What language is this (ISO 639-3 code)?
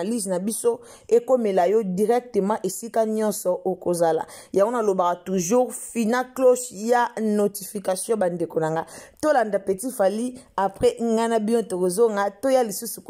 lin